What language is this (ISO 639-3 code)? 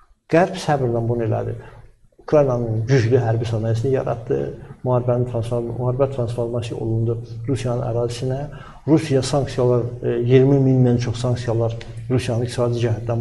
aze